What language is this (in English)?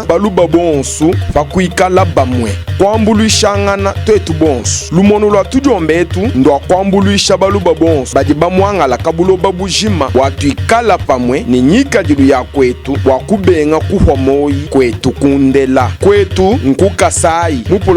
Luba-Lulua